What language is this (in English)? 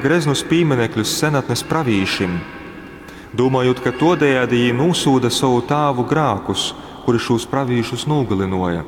Latgalian